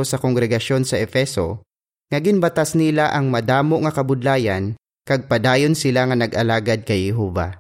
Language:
Hiligaynon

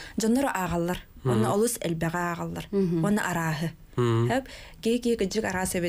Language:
Yakut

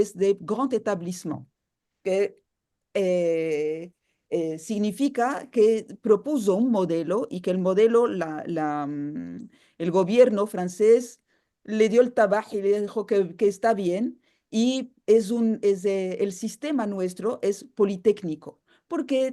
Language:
Ladino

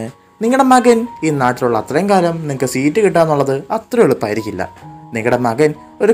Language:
Malayalam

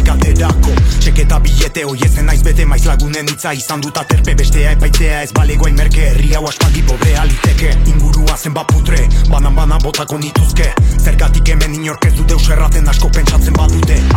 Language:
Basque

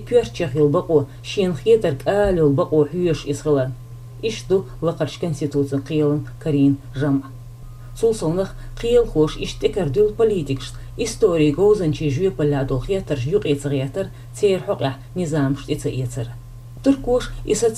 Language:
Chechen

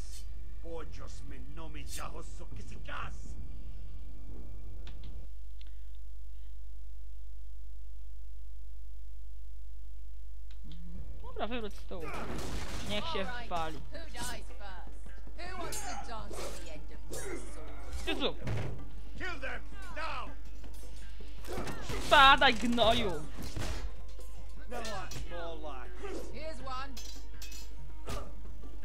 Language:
Polish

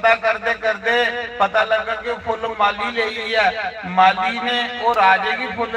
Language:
Dogri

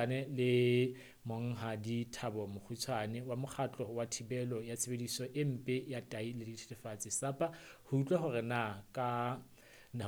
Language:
Southern Sotho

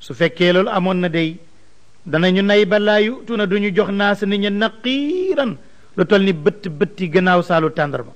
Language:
Wolof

